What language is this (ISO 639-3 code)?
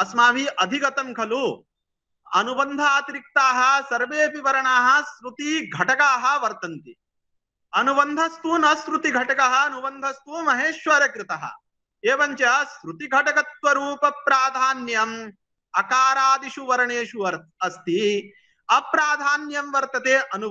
san